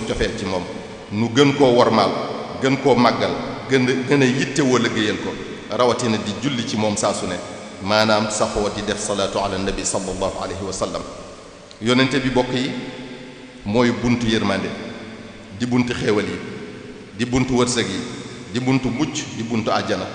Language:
Wolof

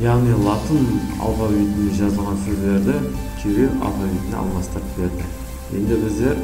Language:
Kara-Kalpak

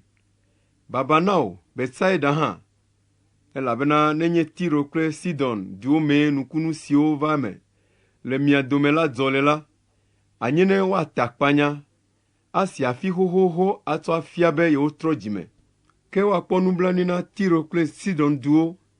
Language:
Ewe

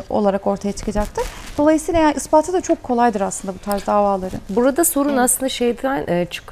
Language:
Turkish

